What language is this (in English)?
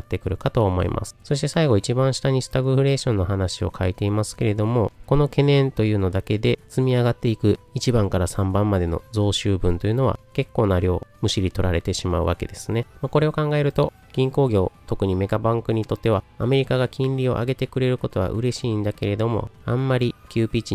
Japanese